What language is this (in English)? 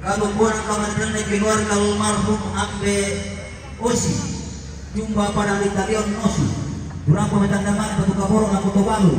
Toraja-Sa'dan